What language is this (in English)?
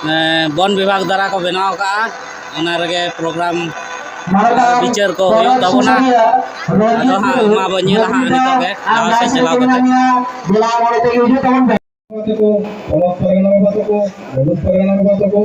Santali